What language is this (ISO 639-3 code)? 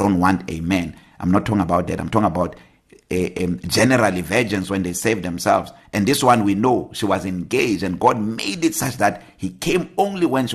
eng